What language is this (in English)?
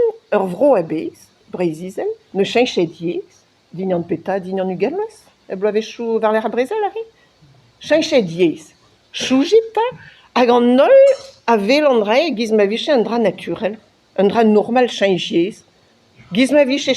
Breton